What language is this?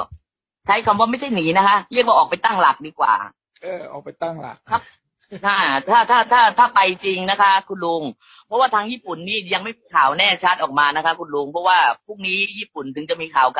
Thai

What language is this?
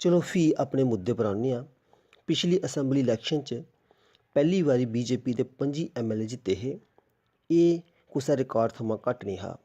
Dogri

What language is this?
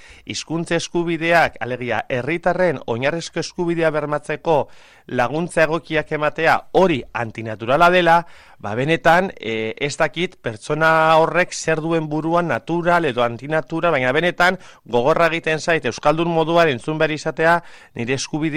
Basque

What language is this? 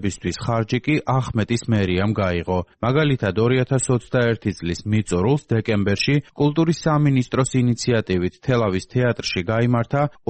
Georgian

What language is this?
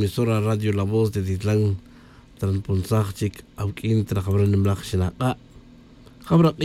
Tz'utujil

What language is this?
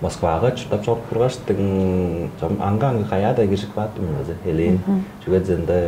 Tuvinian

